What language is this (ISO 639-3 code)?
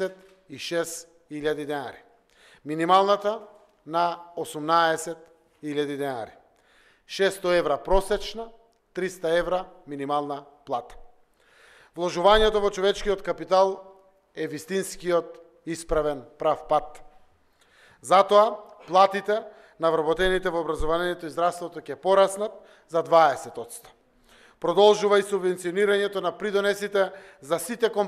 mkd